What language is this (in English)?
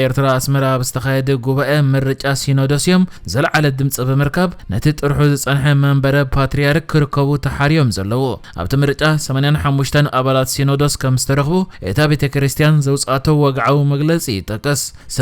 Tigrinya